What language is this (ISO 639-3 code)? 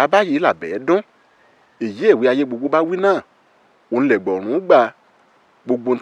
yor